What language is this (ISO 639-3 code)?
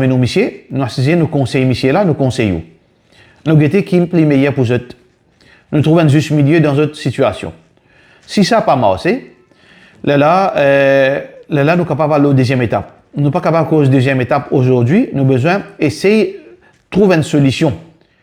mfe